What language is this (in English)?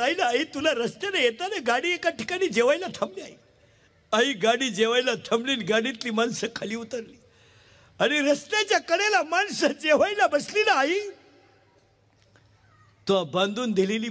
Marathi